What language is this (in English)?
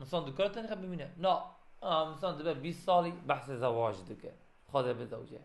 Kurdish